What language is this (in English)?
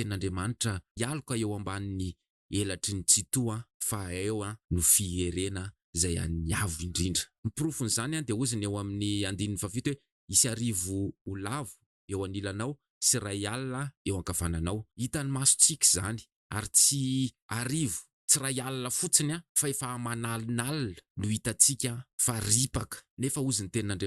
Malagasy